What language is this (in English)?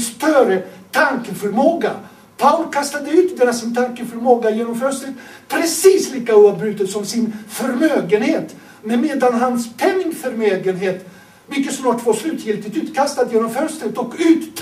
Swedish